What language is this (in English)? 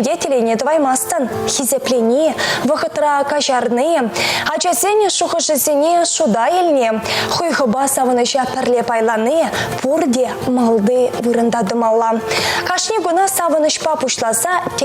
Chuvash